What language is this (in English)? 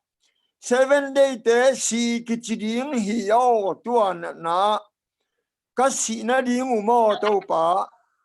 Tedim Chin